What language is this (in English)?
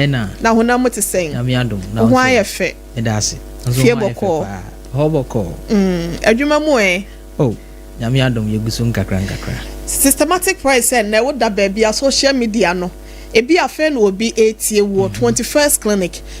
Akan